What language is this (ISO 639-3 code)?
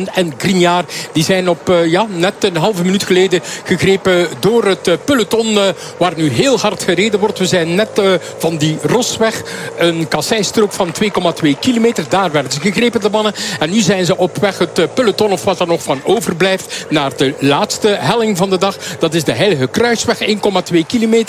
nld